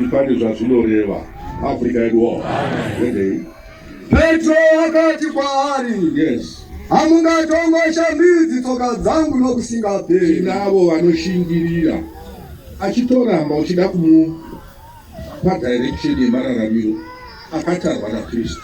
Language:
Shona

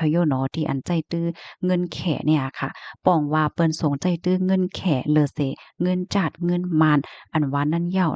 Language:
Shan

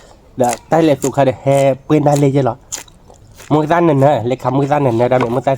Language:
S'gaw Karen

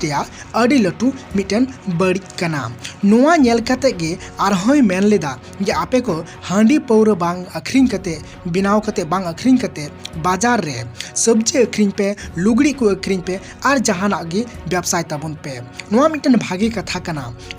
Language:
Santali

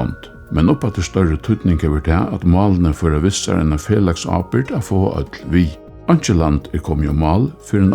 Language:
Faroese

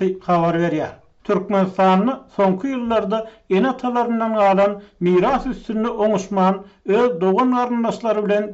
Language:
Turkmen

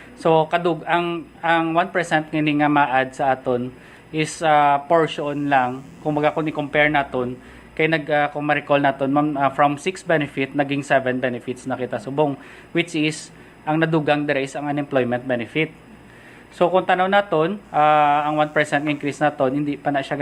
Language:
Hiligaynon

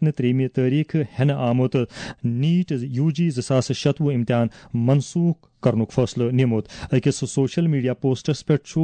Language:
Kashmiri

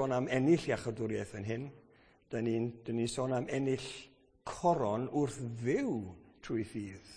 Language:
Welsh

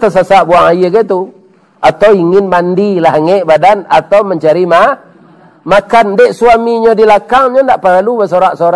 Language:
Minangkabau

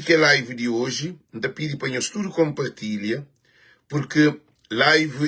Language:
Kabuverdianu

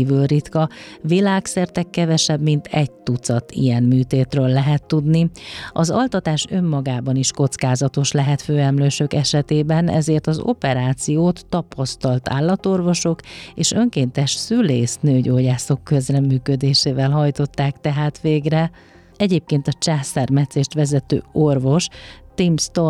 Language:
Hungarian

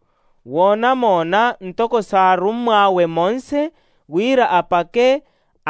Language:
Makhuwa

